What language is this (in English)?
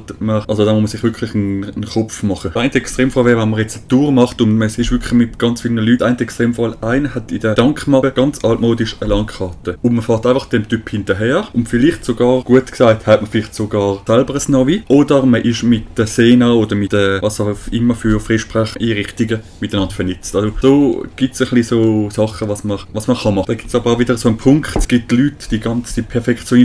Swiss German